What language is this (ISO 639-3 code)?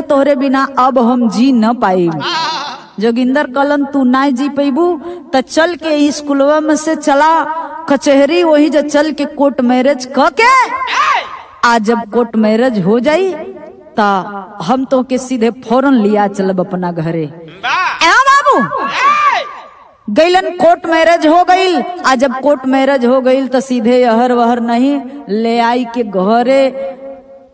bho